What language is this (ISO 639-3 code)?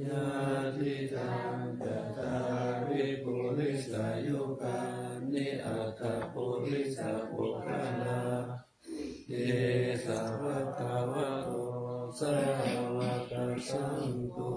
pli